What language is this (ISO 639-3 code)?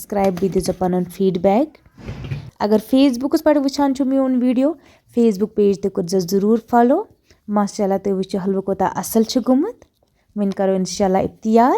kas